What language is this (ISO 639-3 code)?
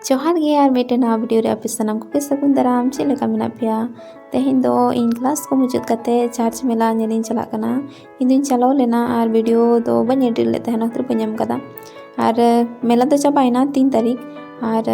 sat